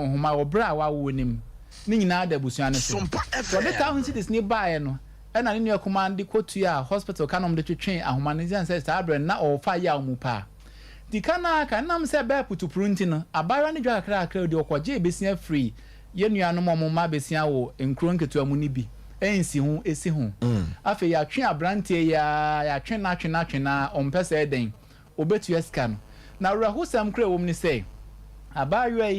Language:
Akan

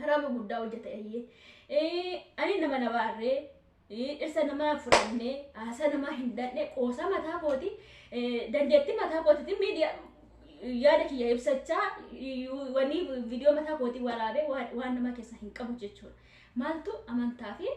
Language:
Oromo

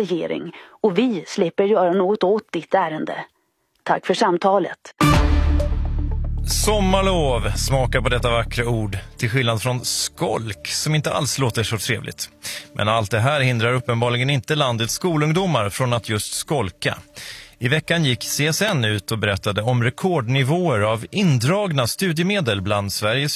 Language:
Swedish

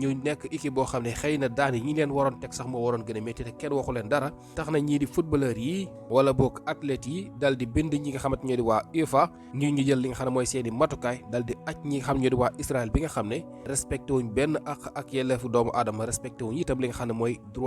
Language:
Wolof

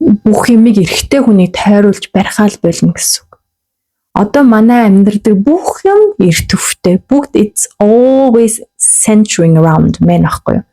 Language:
Mongolian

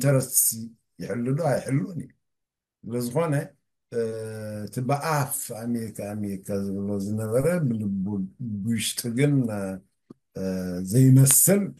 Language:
Tigrinya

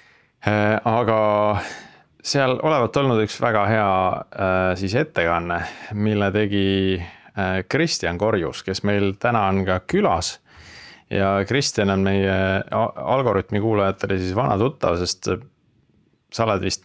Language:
Estonian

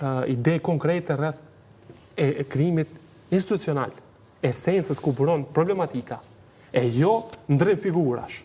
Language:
Albanian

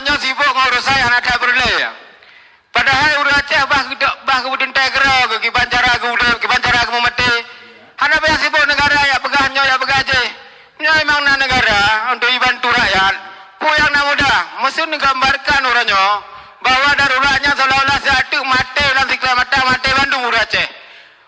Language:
Achinese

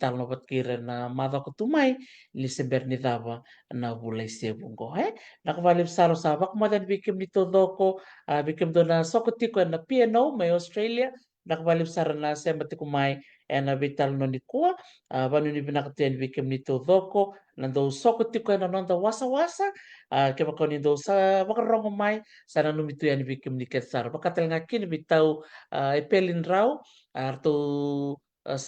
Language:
Fijian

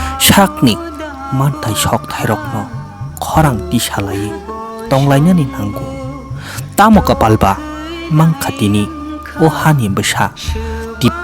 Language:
Kok Borok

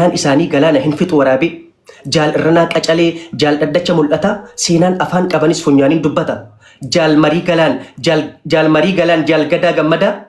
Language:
Oromo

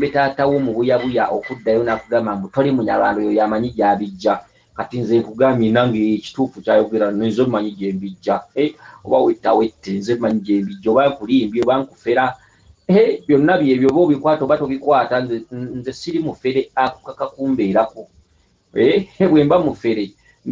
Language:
Ganda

